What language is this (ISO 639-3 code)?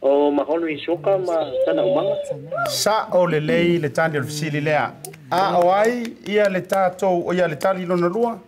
smo